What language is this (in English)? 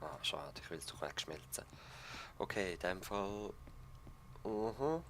Swiss German